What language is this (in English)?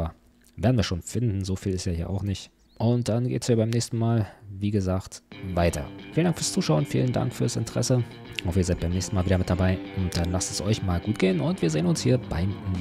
German